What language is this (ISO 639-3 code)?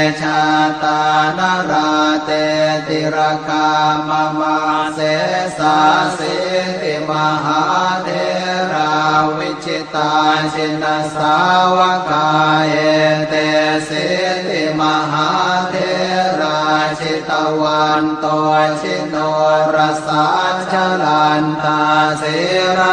pli